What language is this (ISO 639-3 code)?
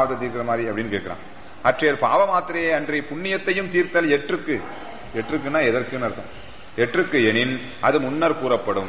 tam